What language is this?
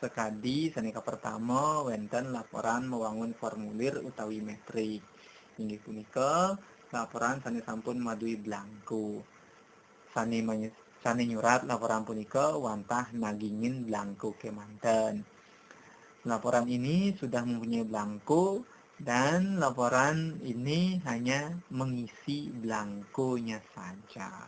Balinese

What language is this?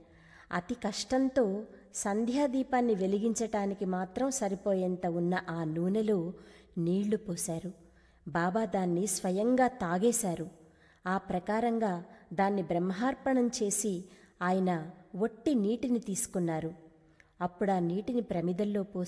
Telugu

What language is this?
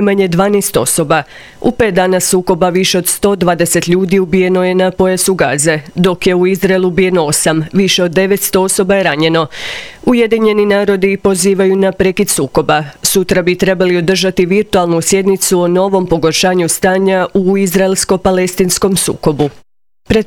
Croatian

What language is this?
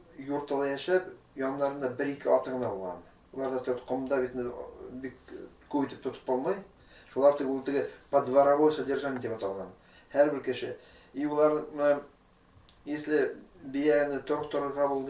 Bashkir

